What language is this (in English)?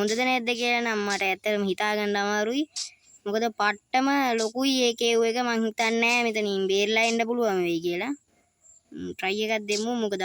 Sinhala